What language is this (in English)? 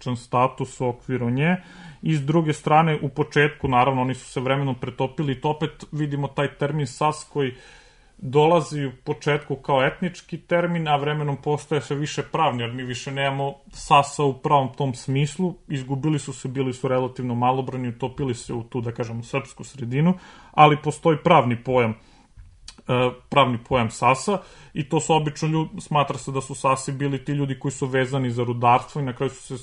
Serbian